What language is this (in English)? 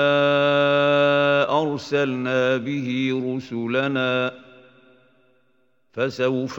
Arabic